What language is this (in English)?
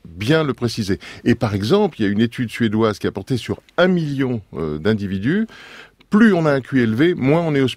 French